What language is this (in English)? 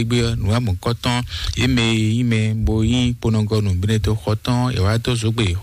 Fon